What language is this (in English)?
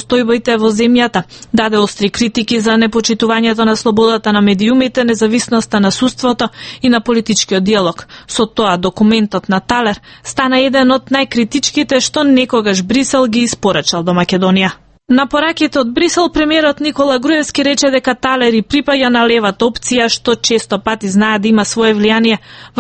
Macedonian